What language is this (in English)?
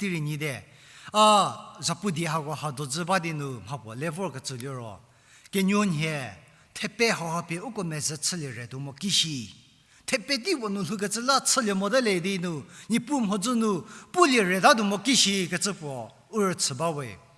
Angami Naga